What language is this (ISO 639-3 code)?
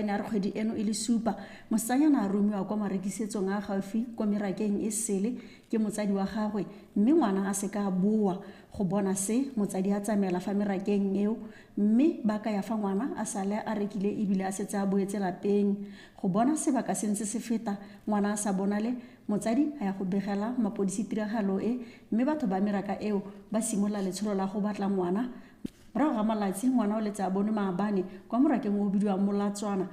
tsn